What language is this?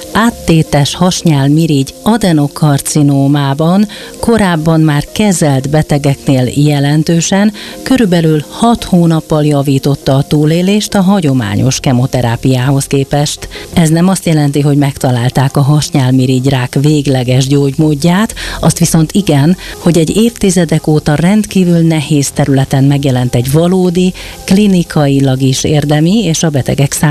Hungarian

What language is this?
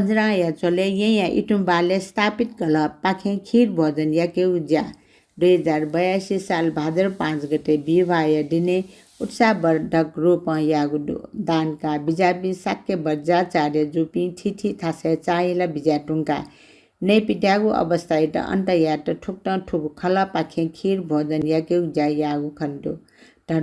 Newari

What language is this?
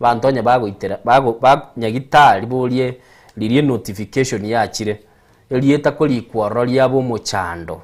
Gusii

